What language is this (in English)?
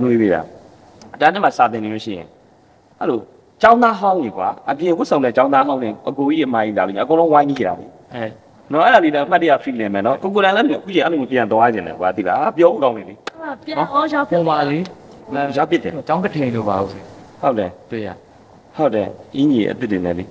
Burmese